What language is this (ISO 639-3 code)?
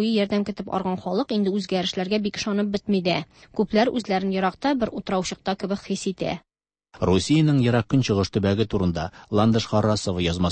tat